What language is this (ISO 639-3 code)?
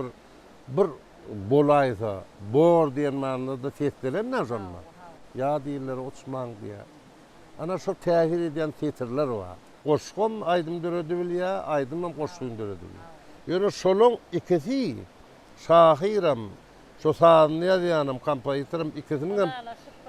tuk